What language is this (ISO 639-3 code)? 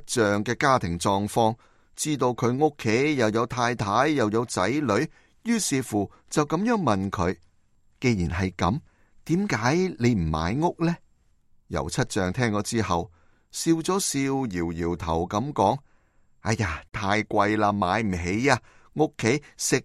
yue